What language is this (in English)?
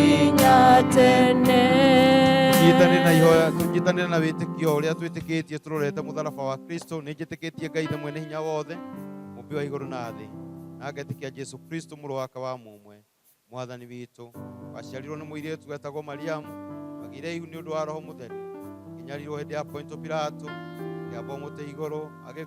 Kikuyu